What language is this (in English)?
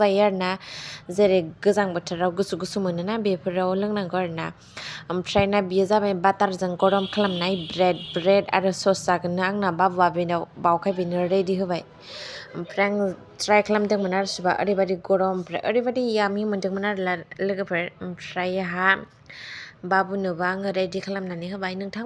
Bodo